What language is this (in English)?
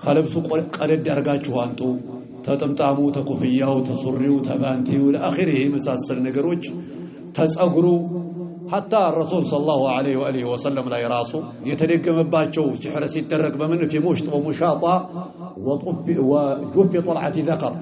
Amharic